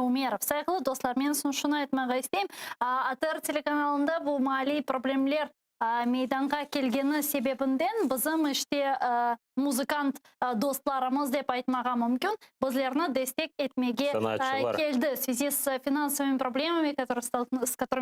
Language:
Crimean Tatar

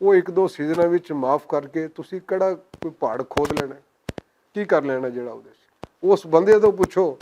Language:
Western Panjabi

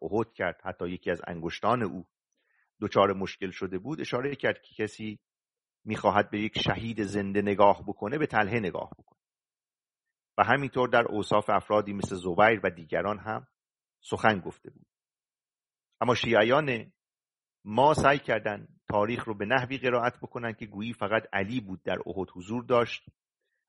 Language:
Persian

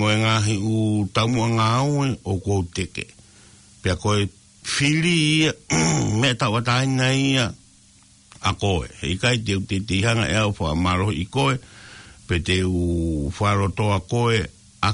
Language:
Tongan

